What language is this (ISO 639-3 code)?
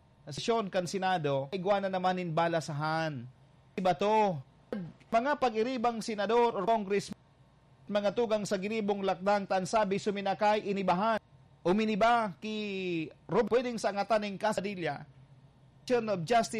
bik